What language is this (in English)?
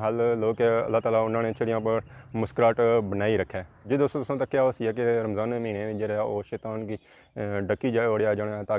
Pahari-Potwari